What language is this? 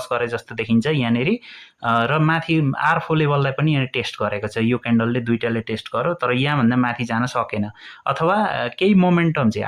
Nepali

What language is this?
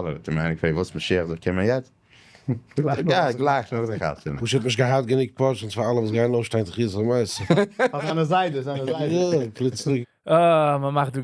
Yiddish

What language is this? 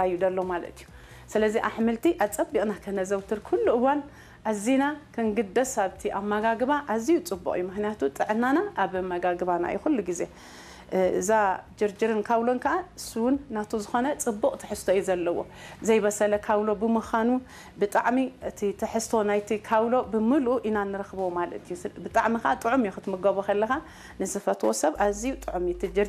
Tigrinya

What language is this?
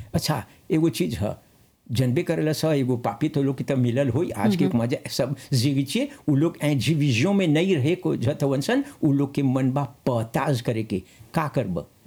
Bhojpuri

